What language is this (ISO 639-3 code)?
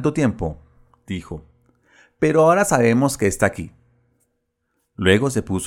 spa